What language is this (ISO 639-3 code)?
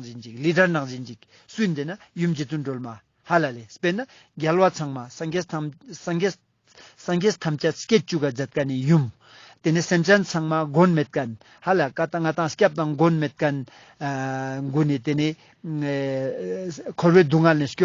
lbj